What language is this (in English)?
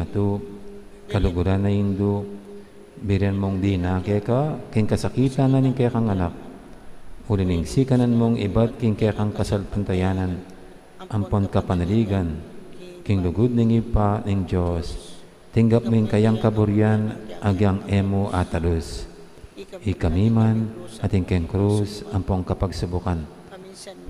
Pampanga